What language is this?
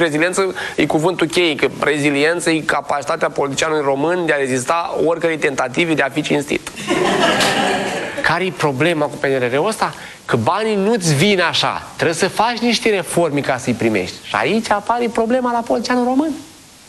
Romanian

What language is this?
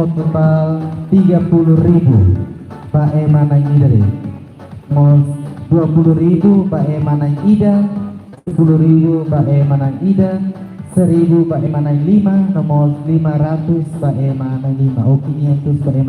Tetum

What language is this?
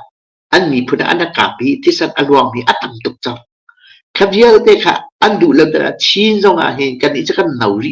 Hakha Chin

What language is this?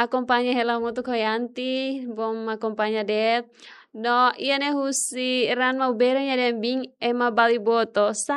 Tetum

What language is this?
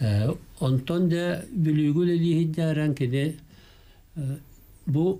Yakut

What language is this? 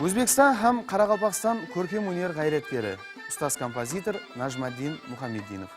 Kara-Kalpak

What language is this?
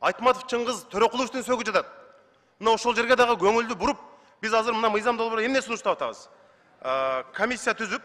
Kyrgyz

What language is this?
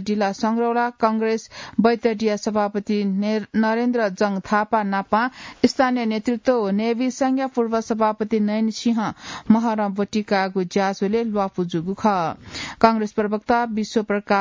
Newari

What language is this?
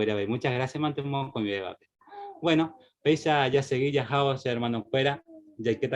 Guarani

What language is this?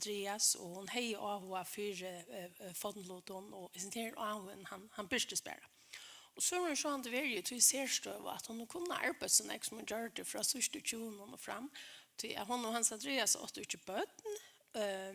Faroese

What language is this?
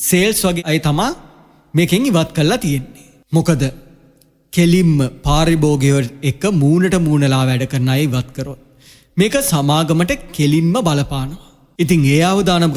Sinhala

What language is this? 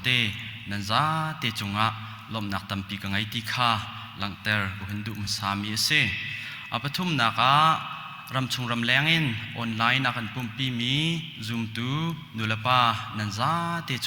Hakha Chin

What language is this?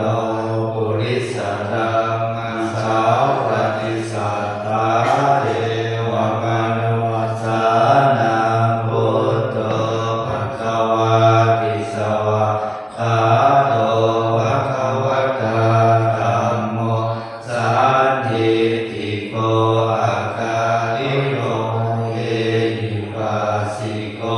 Pali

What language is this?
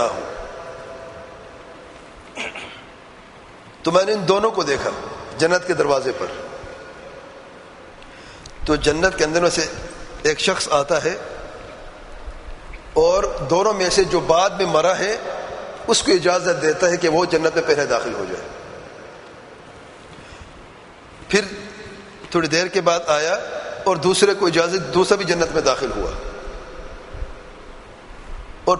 Urdu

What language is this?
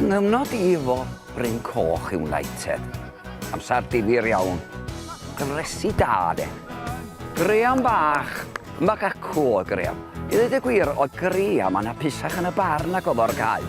Welsh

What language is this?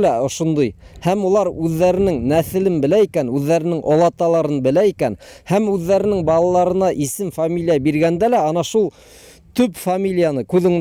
Bashkir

